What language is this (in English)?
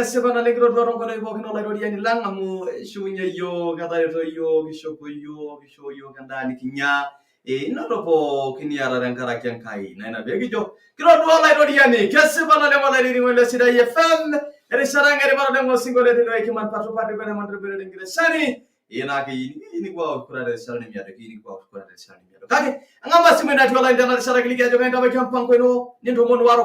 Masai